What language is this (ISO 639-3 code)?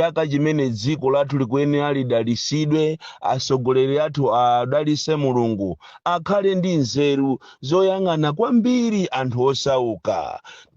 nya